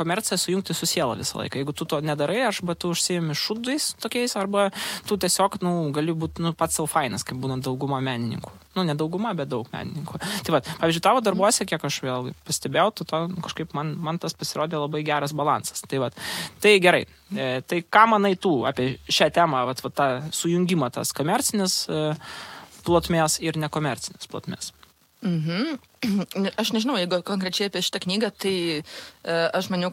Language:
Lithuanian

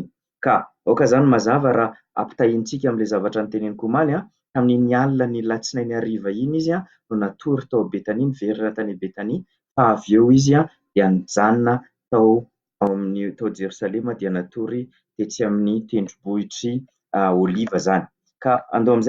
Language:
Malagasy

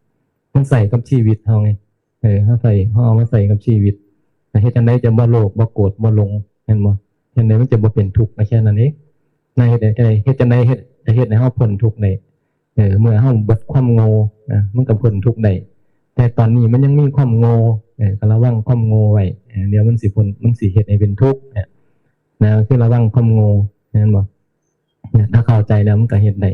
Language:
Northeastern Thai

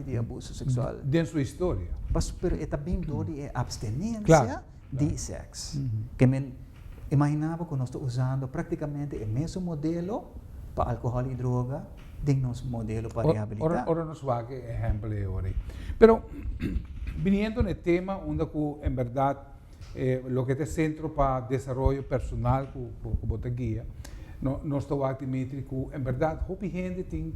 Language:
Papiamento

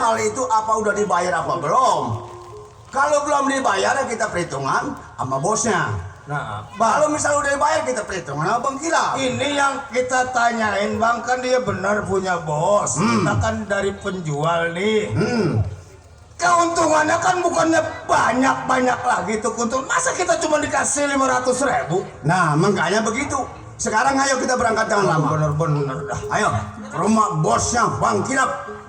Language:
Betawi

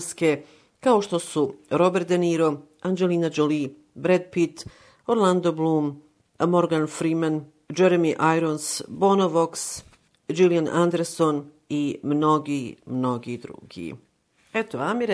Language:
Bosnian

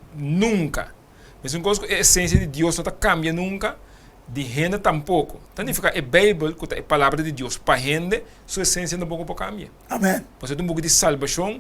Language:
Papiamento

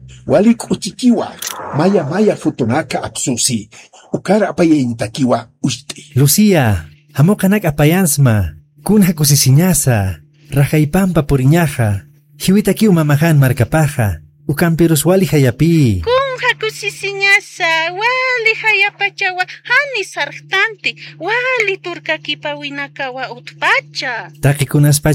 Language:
Aymara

